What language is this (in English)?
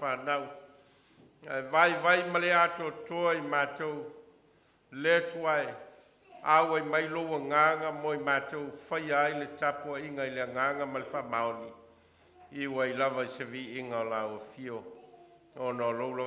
Samoan